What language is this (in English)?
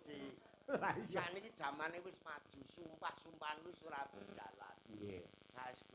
Javanese